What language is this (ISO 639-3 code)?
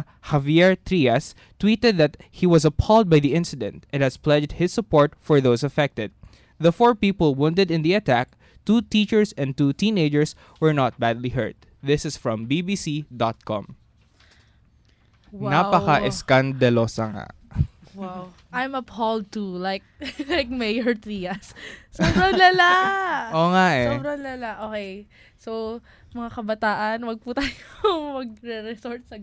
fil